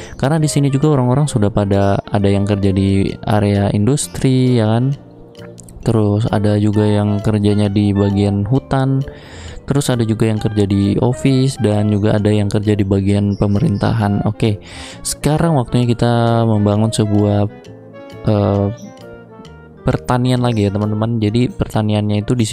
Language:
Indonesian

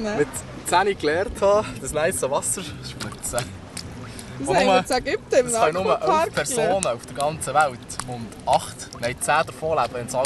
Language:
Swiss German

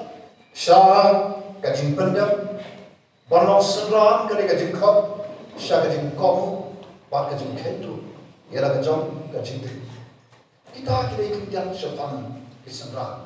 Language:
Khasi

